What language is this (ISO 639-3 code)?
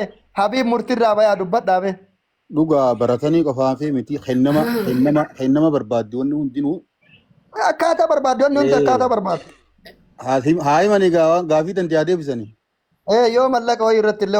orm